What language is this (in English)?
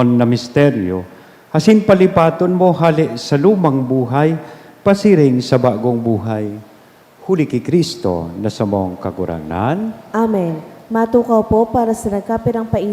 Bikol